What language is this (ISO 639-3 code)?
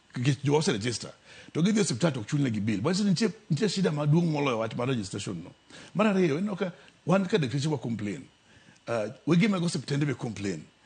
luo